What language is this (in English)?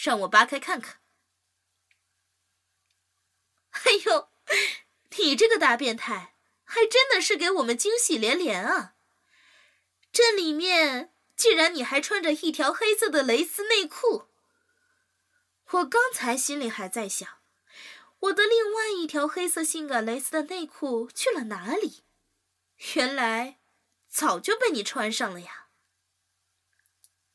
Chinese